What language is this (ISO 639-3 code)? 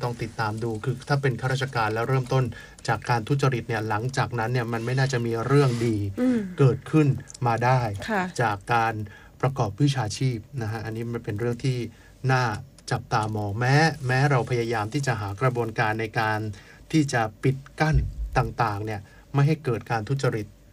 tha